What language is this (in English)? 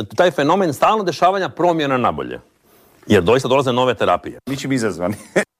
Croatian